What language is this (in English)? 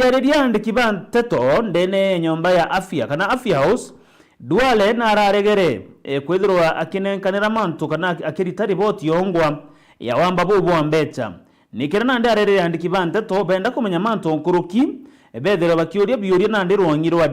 Meru